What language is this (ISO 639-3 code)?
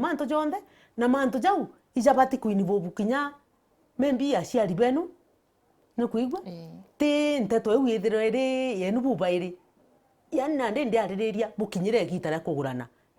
mer